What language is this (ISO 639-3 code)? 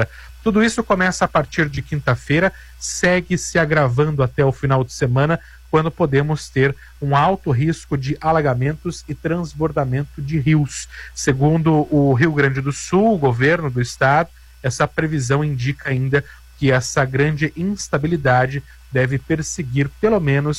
por